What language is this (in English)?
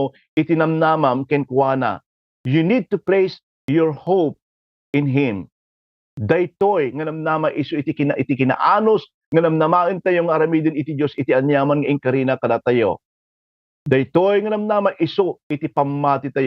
Iloko